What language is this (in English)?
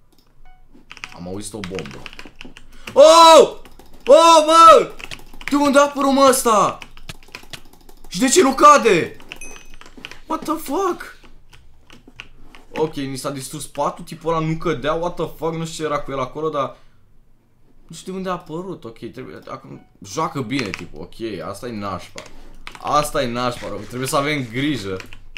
Romanian